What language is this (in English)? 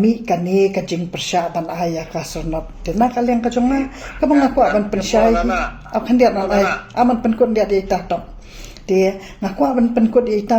Khasi